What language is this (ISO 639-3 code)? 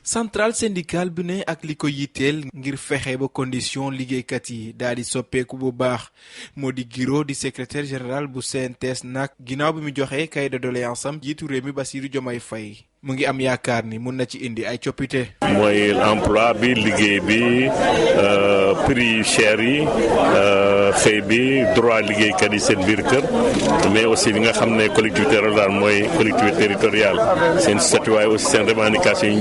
wol